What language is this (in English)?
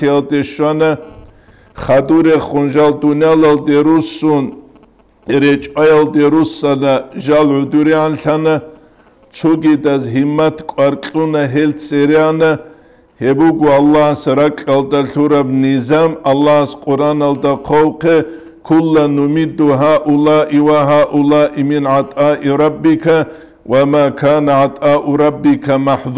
Avaric